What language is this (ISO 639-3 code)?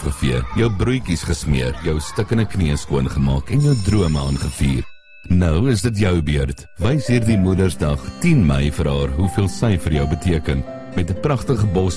afr